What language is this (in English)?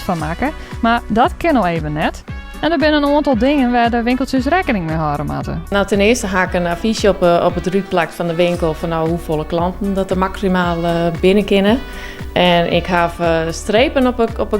Western Frisian